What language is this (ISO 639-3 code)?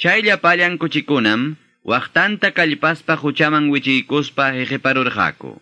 que